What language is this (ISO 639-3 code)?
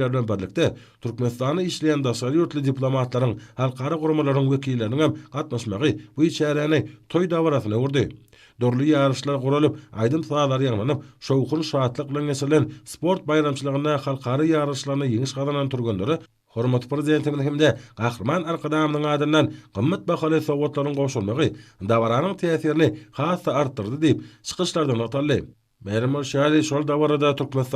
tuk